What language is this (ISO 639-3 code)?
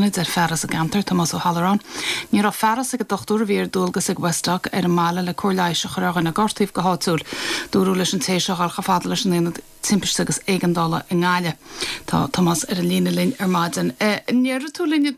gle